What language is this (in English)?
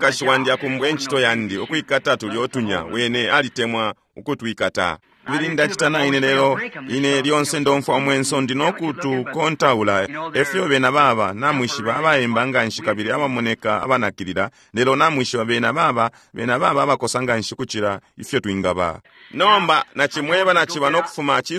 Bemba